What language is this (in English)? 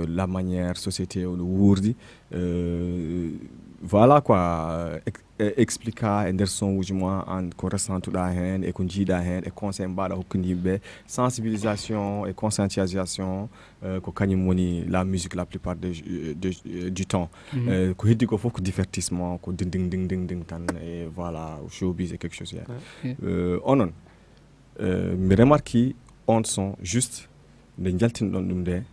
Fula